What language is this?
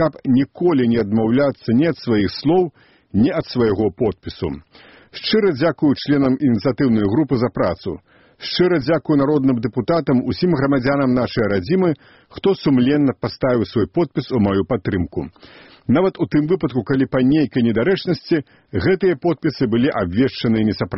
Belarusian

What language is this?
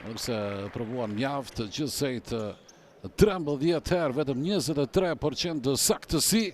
Albanian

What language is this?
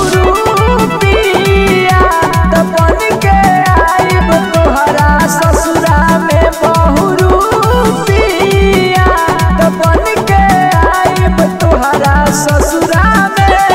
Bhojpuri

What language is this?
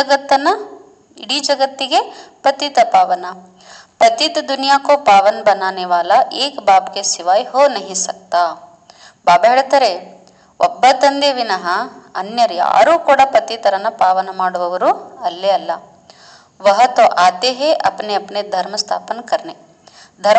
Kannada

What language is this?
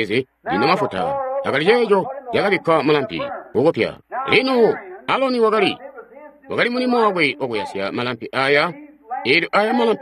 Tonga (Zambia)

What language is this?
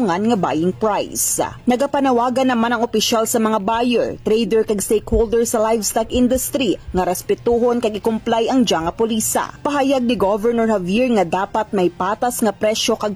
Hiligaynon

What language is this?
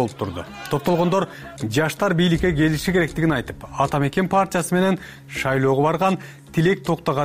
Kyrgyz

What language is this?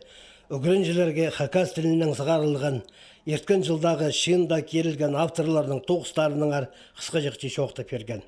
Khakas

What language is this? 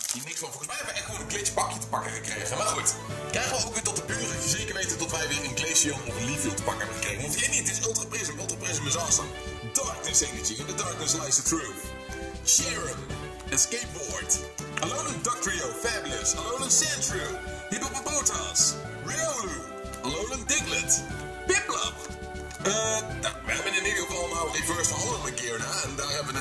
Dutch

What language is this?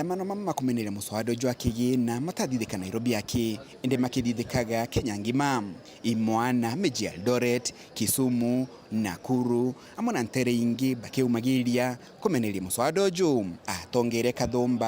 Meru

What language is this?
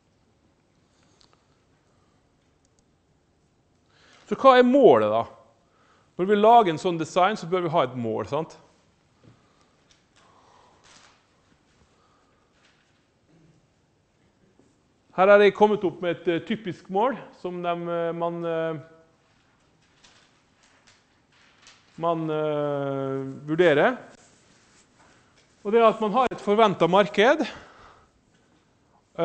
Norwegian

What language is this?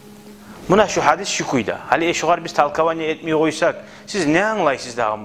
Kumyk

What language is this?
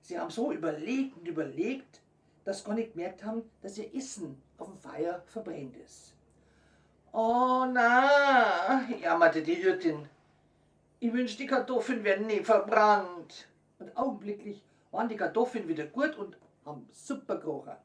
Bavarian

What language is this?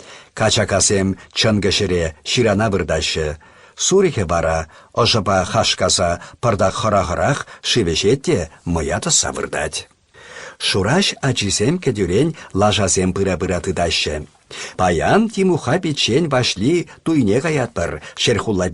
Chuvash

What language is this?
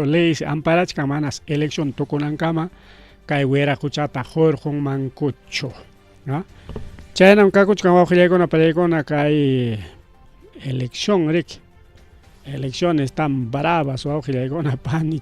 Ayacucho Quechua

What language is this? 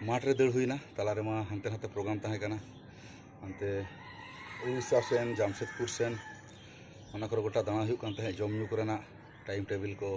Santali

